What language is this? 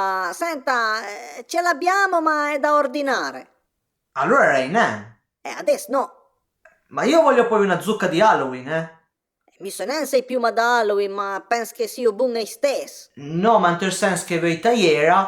Piedmontese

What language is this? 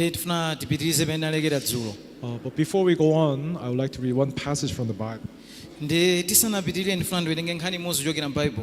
Nyanja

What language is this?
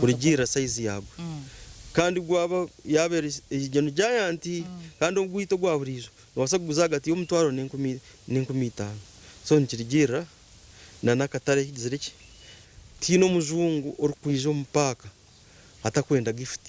Nyankole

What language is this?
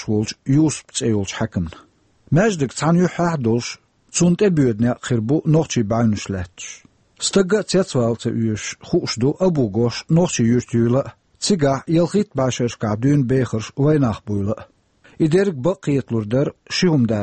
Chechen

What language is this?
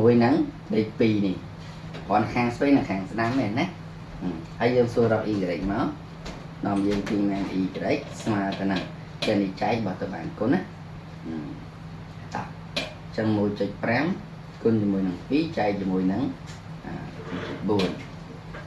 Khmer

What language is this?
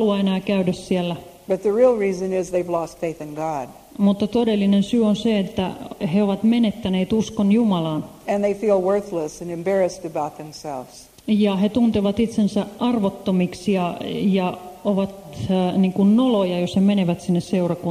Finnish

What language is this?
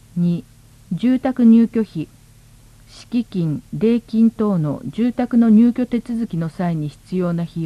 Japanese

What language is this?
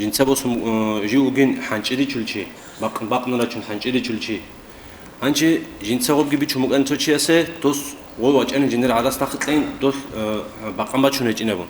Avaric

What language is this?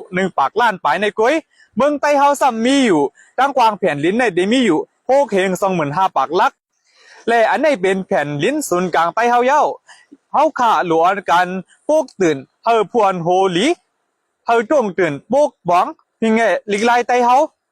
Shan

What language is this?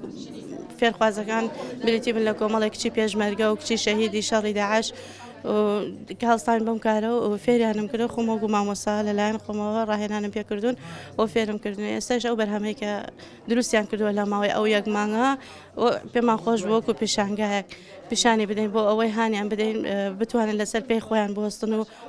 Central Kurdish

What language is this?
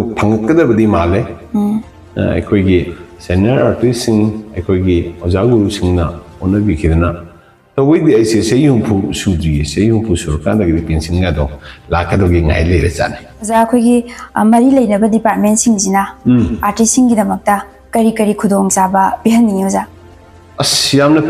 Manipuri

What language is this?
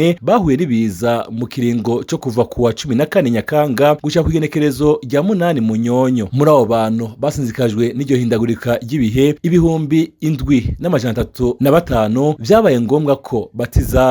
Rundi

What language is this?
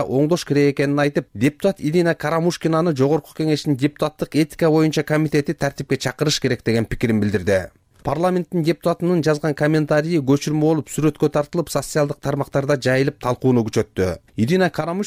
Kyrgyz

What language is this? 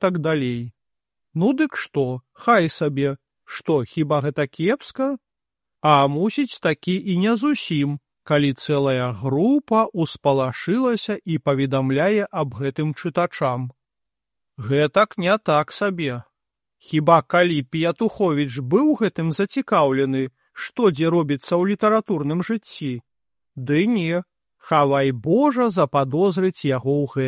Belarusian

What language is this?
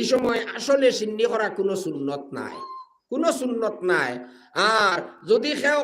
Sylheti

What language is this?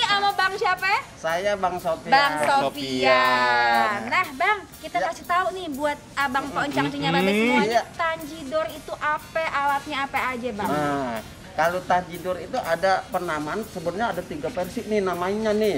Betawi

